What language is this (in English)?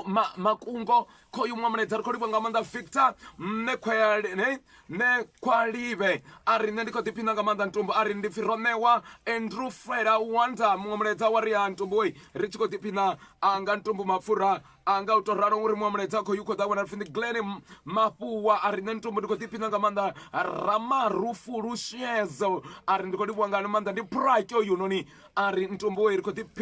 Venda